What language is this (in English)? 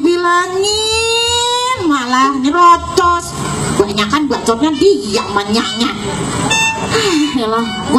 Betawi